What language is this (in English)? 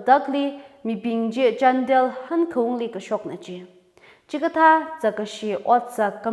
Tangkhul Naga (India)